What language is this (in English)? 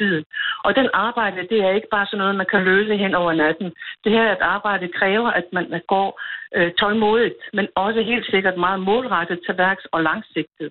Danish